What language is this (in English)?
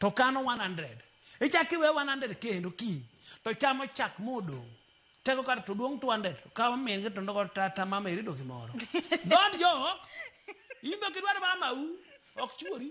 Luo (Kenya and Tanzania)